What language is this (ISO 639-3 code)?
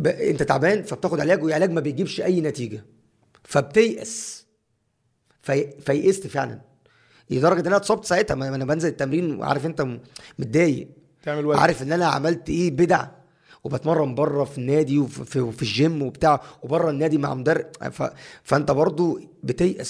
arz